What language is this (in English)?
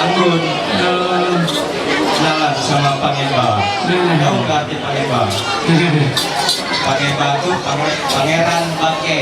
Ma'anyan